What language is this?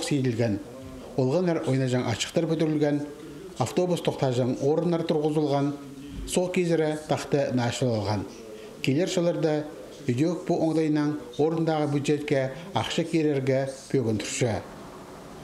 Khakas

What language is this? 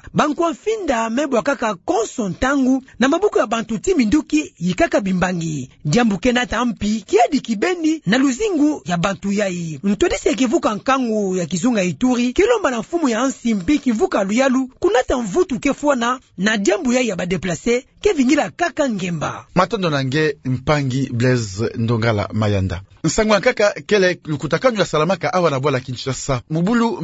Kituba (Democratic Republic of Congo)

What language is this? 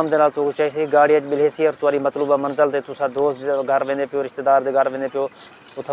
Saraiki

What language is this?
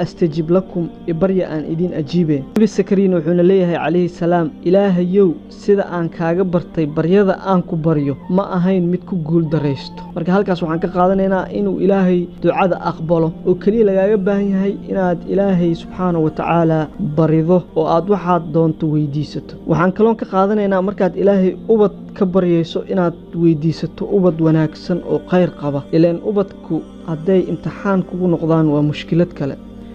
Somali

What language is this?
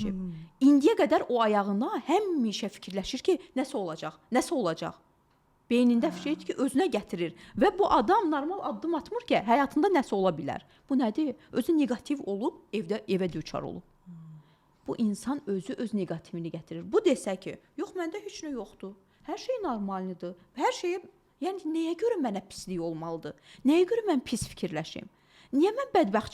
Azerbaijani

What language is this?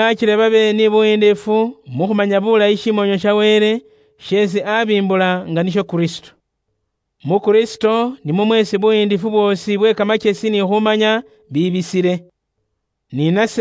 Luyia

